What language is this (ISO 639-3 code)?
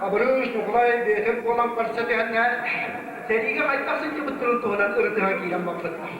sah